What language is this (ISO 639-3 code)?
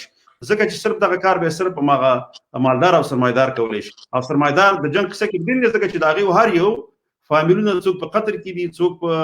pus